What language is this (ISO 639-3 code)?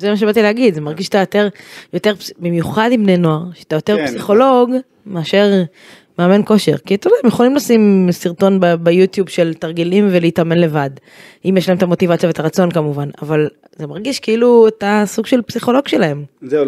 heb